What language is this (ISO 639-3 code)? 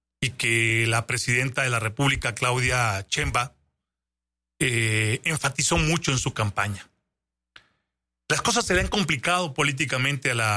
spa